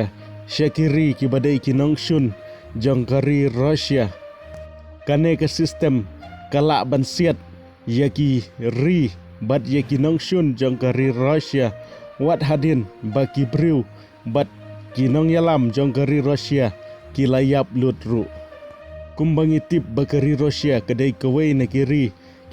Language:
Khasi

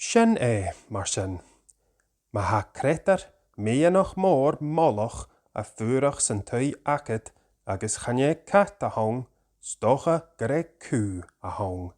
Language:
Scottish Gaelic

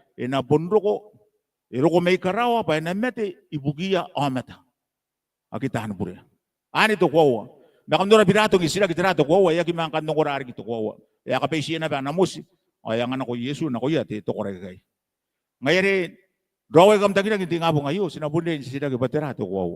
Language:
Gilbertese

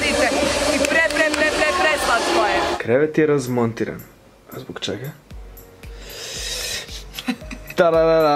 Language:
Croatian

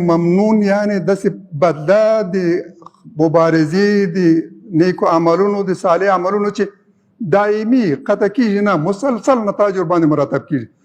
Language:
Pashto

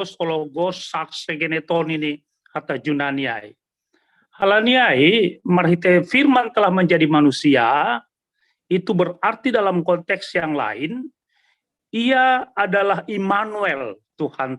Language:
Batak Simalungun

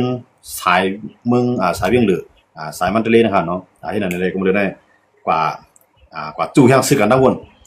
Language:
Shan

